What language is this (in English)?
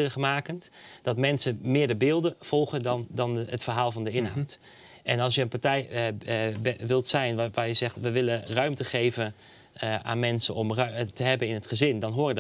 Dutch